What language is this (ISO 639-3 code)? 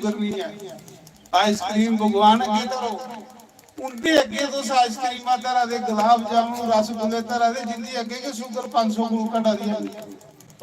doi